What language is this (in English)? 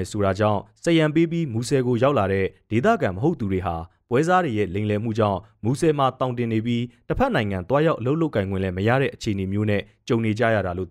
Burmese